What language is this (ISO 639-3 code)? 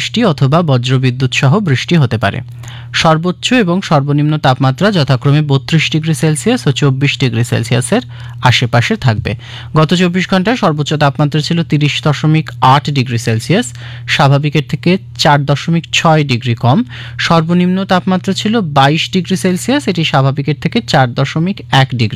ben